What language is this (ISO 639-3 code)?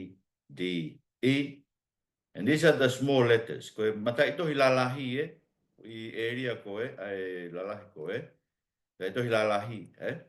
ton